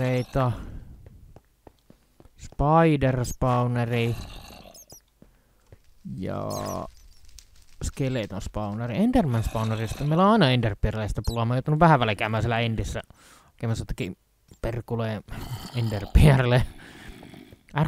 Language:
Finnish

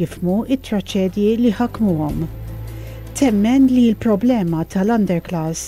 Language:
Maltese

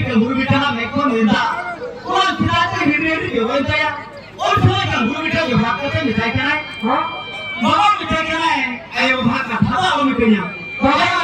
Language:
Santali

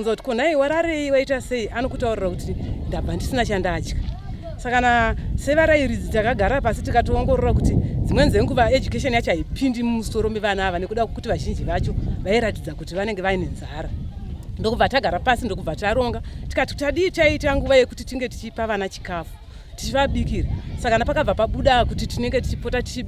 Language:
Shona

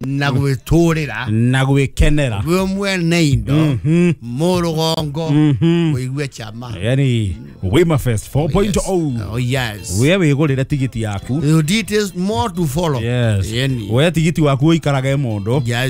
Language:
Kikuyu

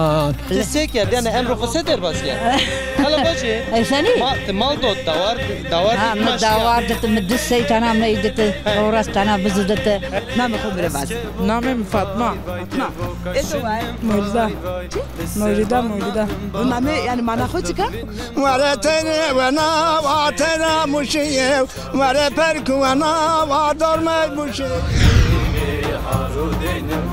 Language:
Zaza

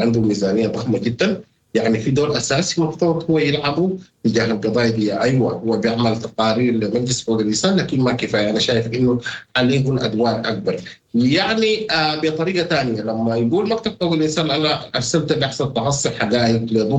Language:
Sudanese Arabic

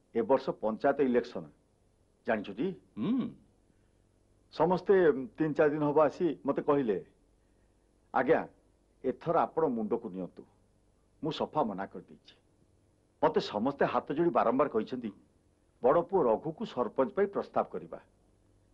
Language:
Odia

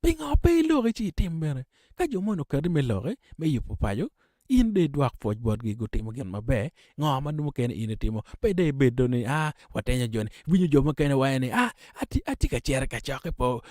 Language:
Acoli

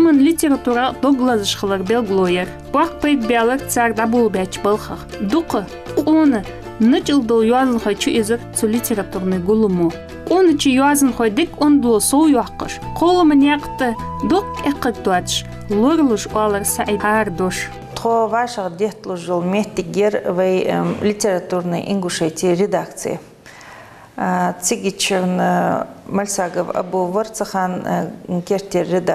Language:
Ingush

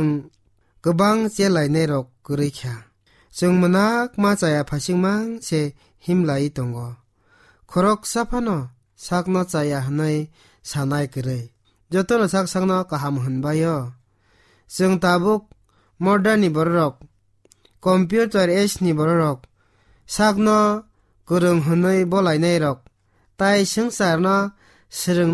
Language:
Kok Borok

